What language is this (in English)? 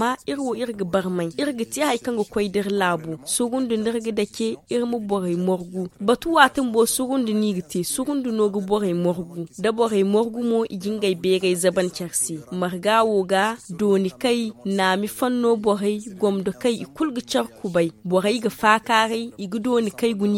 Zarma